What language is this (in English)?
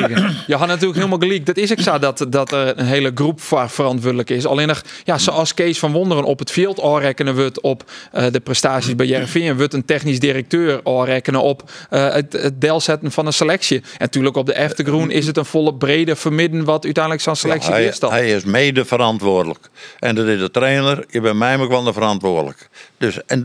Western Frisian